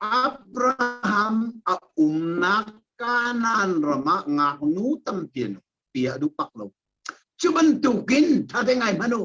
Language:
Hakha Chin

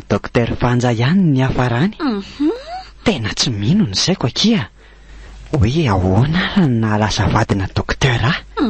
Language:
Malagasy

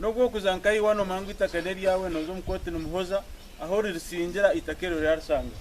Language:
Nyankole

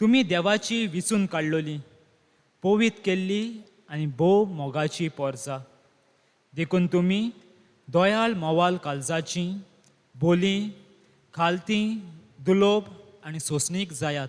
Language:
Konkani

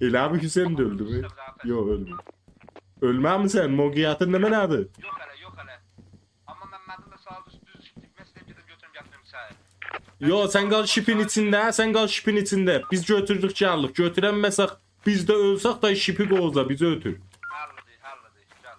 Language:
South Azerbaijani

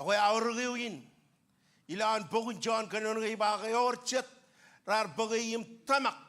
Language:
Marshallese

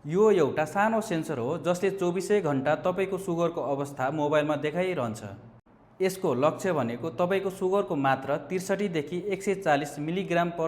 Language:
Nepali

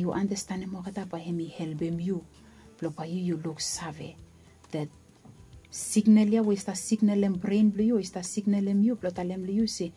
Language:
Bislama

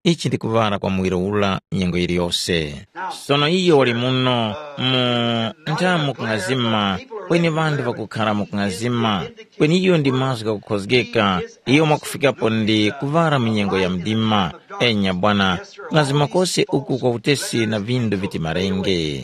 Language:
Tumbuka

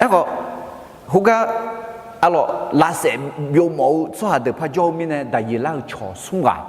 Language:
Akha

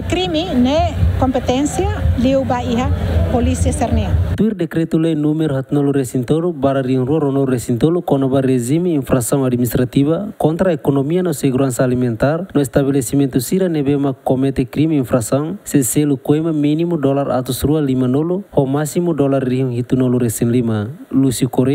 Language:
Tetum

